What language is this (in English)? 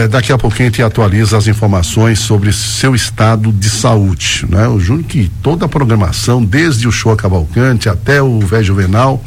Portuguese